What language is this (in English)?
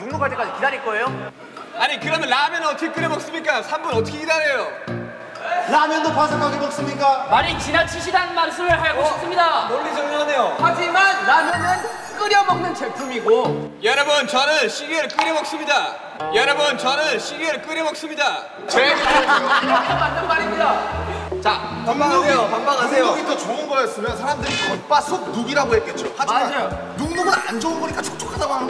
Korean